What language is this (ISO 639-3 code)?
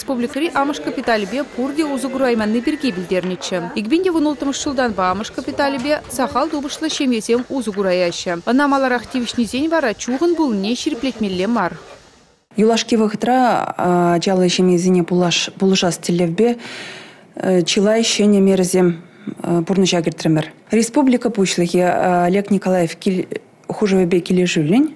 chv